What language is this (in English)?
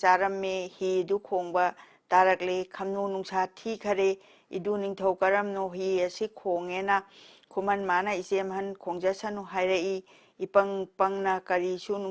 Manipuri